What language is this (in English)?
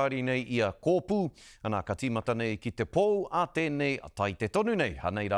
Māori